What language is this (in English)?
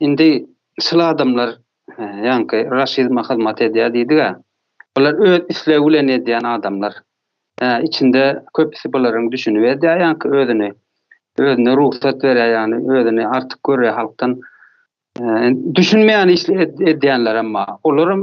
Turkmen